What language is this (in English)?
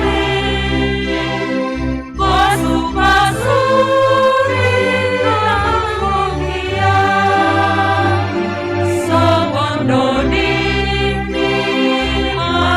Batak Simalungun